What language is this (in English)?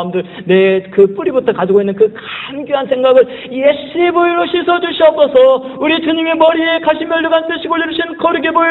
Korean